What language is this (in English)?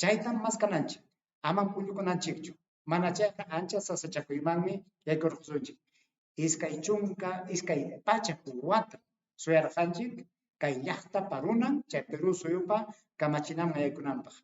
Ayacucho Quechua